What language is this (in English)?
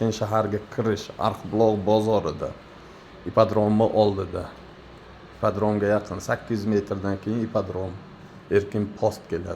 Uzbek